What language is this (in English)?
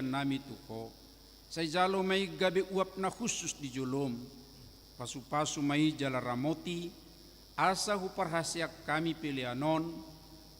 Batak Toba